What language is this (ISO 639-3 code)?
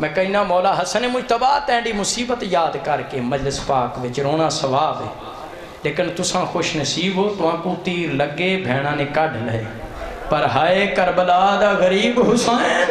skr